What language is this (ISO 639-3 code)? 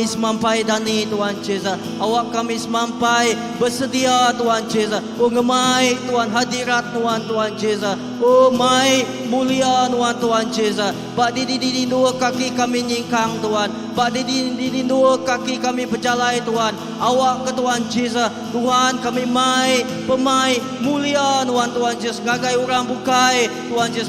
iba